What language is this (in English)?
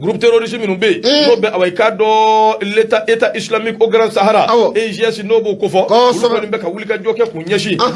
Bambara